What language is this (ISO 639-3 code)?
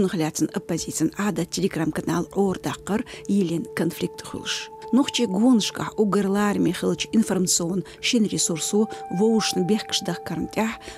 che